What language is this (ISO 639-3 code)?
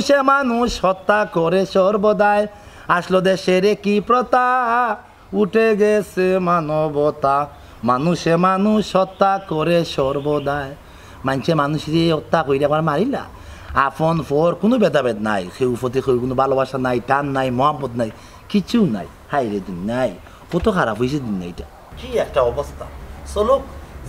syl